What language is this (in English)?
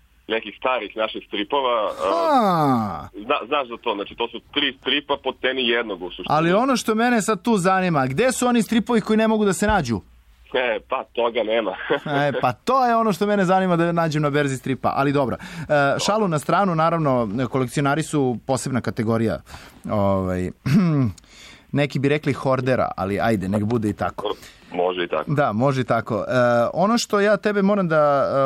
Serbian